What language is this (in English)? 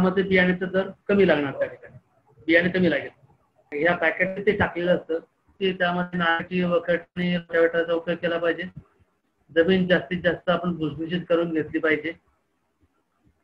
Marathi